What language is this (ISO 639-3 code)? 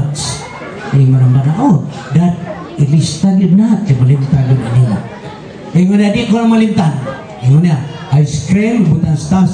ceb